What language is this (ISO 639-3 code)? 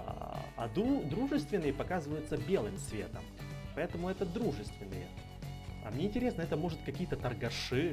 rus